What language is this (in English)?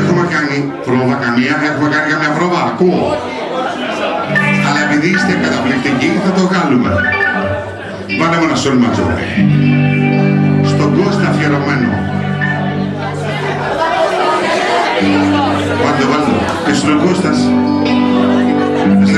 Greek